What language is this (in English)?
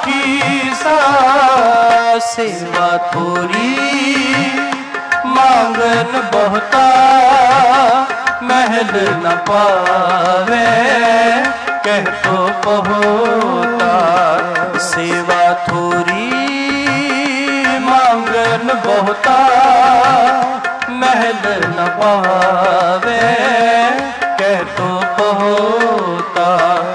Punjabi